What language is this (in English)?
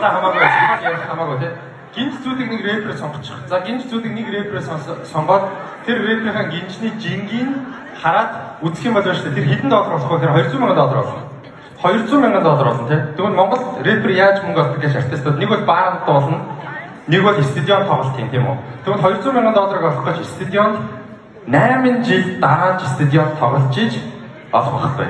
Mongolian